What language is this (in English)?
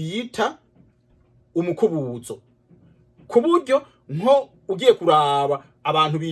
Rundi